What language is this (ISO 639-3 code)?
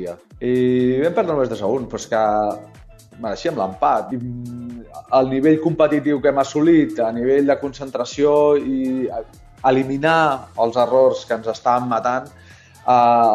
cat